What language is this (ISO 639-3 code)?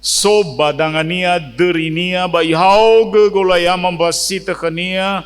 nia